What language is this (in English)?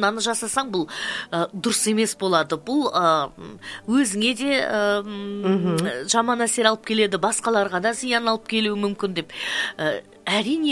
Kazakh